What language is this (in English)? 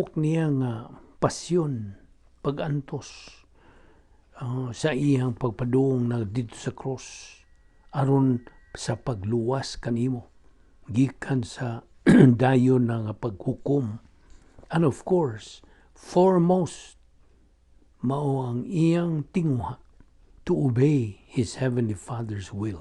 Cebuano